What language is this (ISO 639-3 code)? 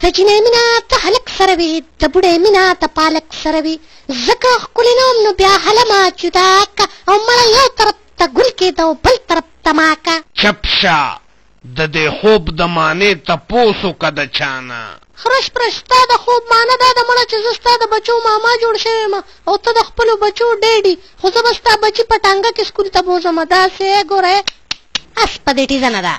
pus